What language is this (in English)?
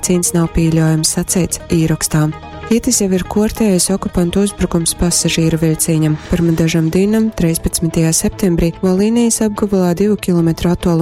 Latgalian